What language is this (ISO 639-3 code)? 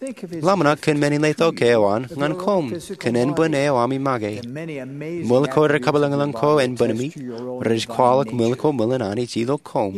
mah